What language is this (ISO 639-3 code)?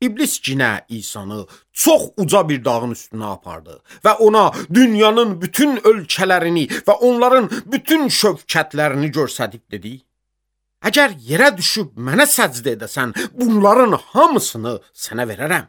aze